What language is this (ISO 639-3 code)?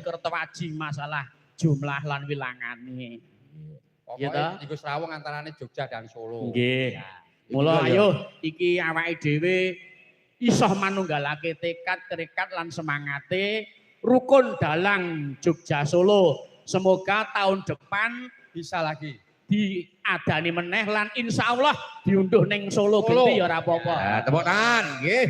jav